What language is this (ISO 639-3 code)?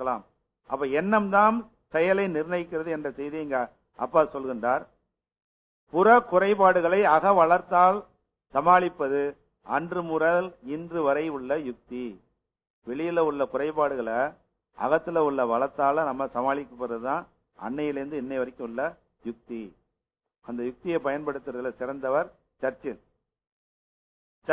tam